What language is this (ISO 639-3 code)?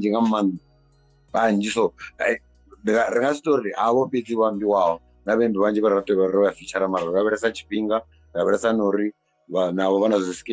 ven